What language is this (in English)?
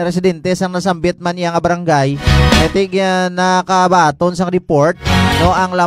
Hiligaynon